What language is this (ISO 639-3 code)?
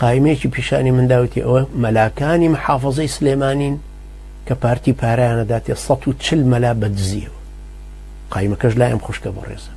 ckb